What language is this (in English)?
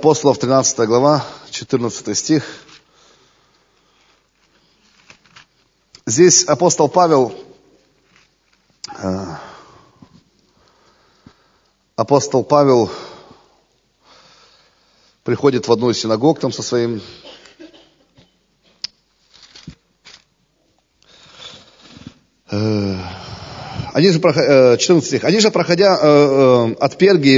Russian